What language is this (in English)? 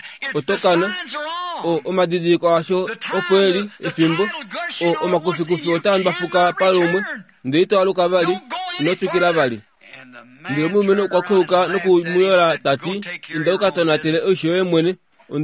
Kuanyama